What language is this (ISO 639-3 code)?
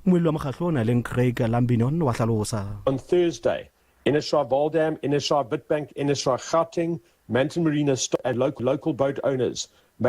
sot